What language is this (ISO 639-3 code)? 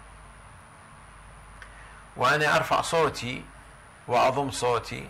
ara